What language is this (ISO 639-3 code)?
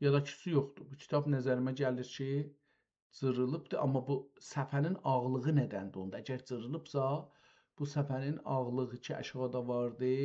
azb